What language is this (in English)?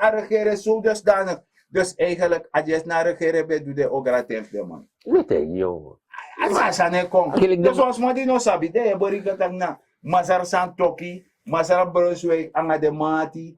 Sranan Tongo